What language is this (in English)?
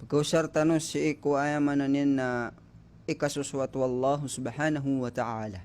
Maranao